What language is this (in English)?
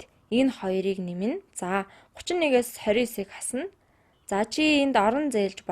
Mongolian